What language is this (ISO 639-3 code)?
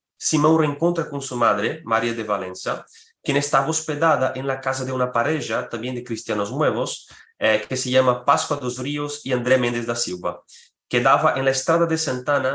lad